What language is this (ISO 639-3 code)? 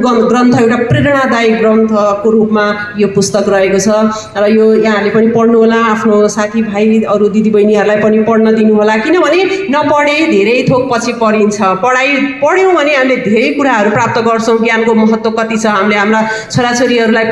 nep